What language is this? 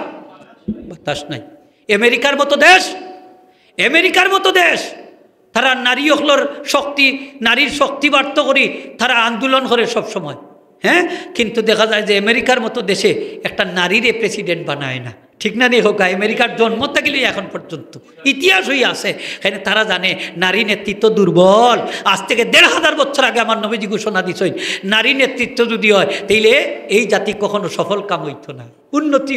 Sylheti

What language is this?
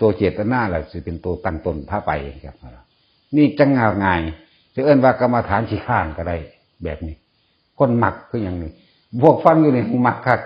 Northeastern Thai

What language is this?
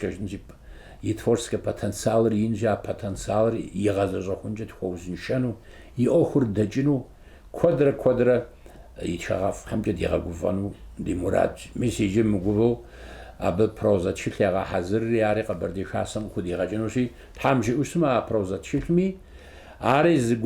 Kabardian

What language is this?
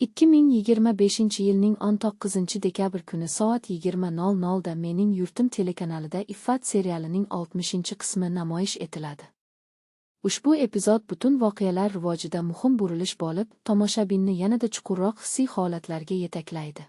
Uzbek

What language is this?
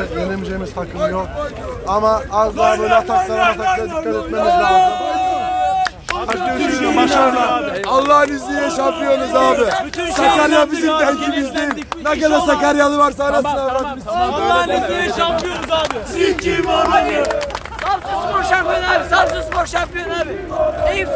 Turkish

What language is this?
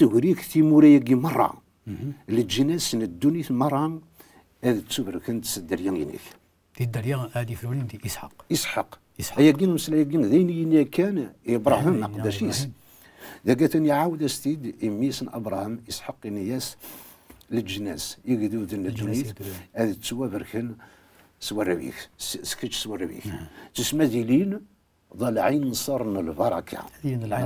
Kabyle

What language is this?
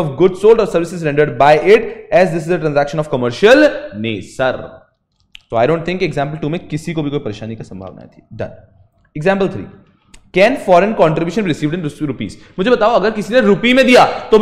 Hindi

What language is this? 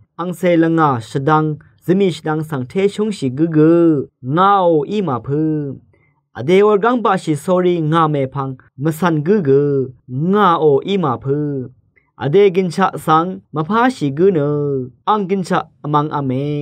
Rawang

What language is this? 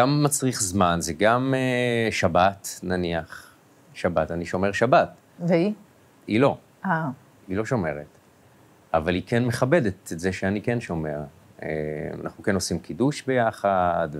Hebrew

